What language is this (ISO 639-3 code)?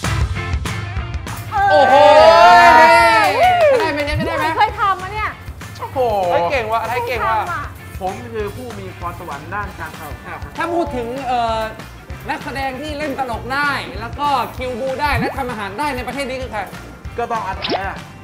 tha